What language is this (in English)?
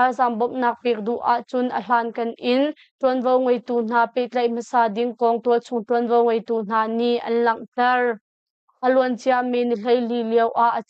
Hakha Chin